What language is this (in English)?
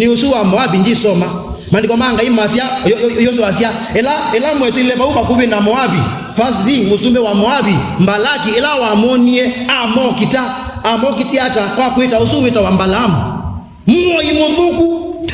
Kamba